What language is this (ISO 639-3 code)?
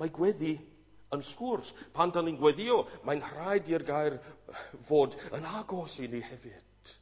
cym